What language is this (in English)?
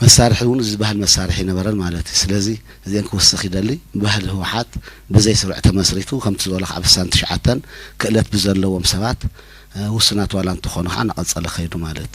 Tigrinya